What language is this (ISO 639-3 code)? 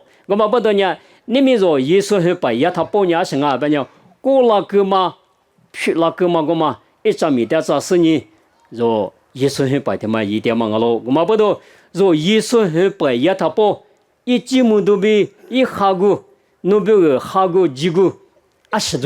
lis